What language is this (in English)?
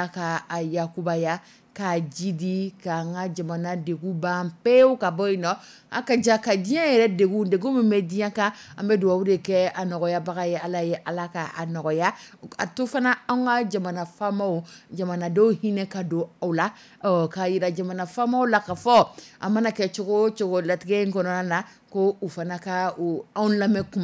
Dyula